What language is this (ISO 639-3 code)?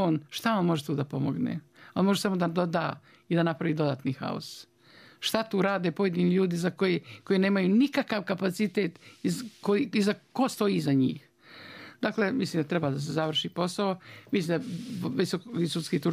bos